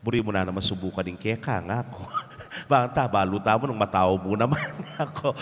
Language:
Pampanga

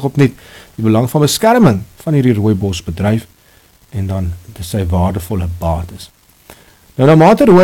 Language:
Afrikaans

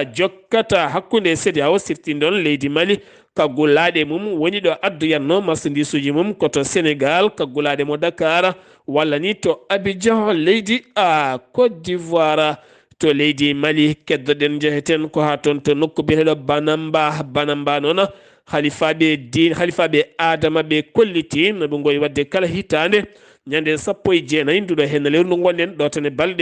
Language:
Fula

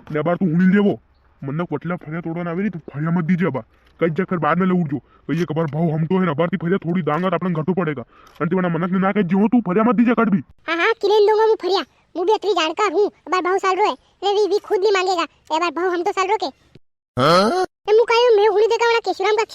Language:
Rajasthani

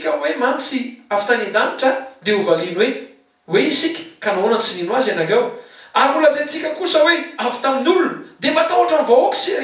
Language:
Malagasy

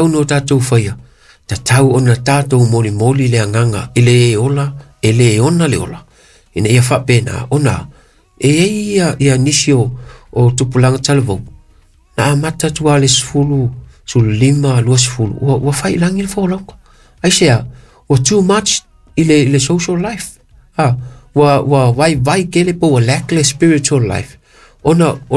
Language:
Samoan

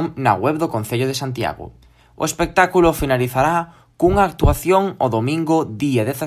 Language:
Galician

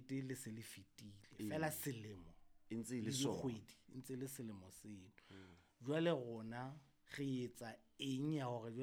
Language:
Southern Sotho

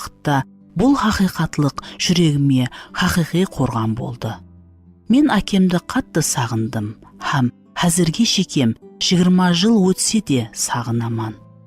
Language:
Kara-Kalpak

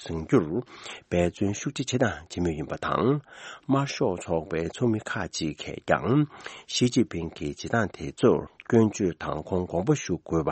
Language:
Tibetan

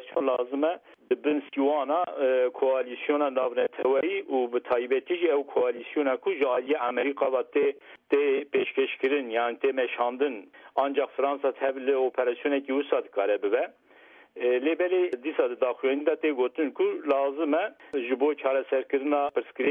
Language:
Kurdish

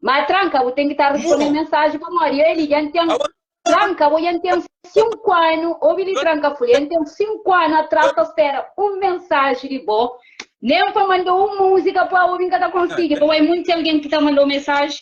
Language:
Kabuverdianu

